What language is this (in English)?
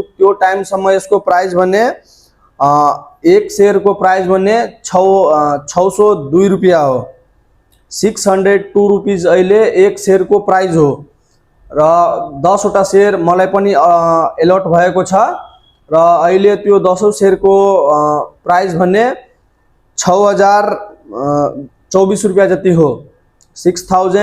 Nepali